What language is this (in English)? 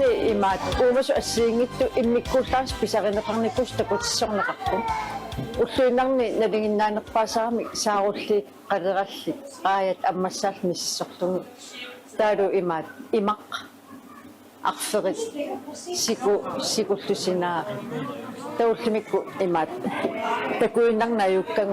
Kalaallisut